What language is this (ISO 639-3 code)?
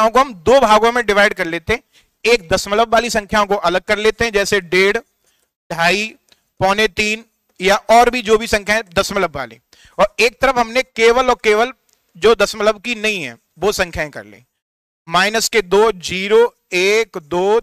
hin